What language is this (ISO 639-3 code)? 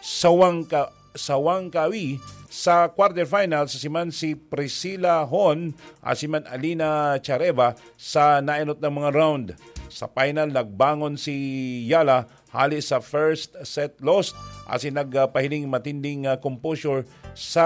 bik